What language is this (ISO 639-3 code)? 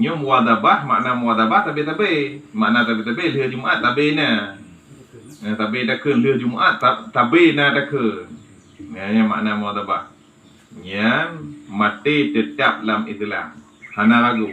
ace